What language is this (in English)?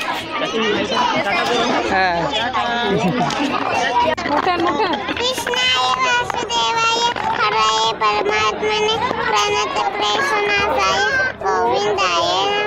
Marathi